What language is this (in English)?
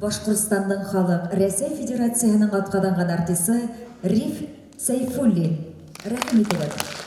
Bashkir